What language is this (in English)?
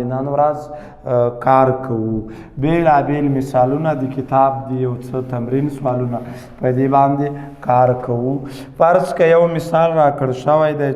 Pashto